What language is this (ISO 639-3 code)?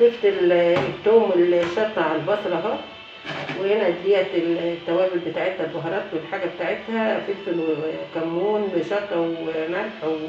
arz